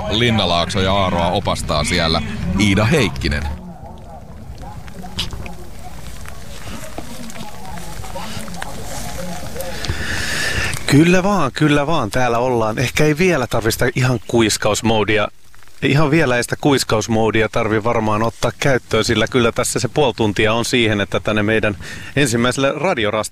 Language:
Finnish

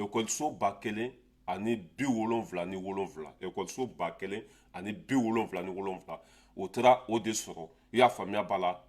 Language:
Bambara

